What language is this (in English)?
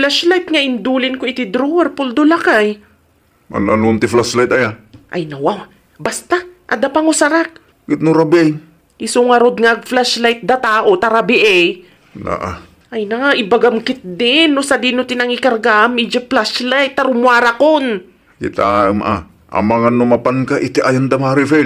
Iloko